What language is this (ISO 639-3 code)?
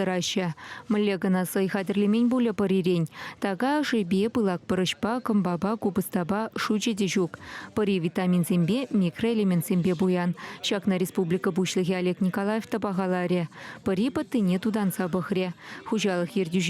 chv